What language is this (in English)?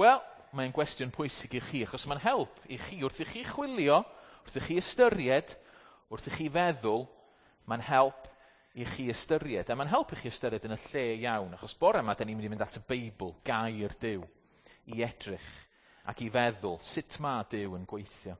Welsh